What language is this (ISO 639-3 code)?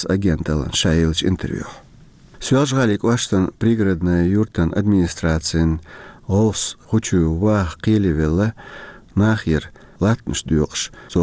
che